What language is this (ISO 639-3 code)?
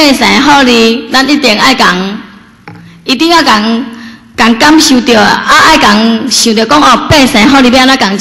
zho